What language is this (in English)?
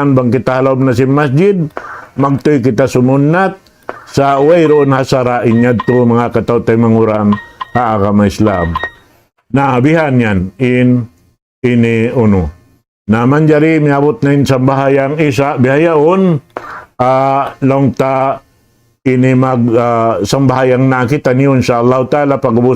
Tausug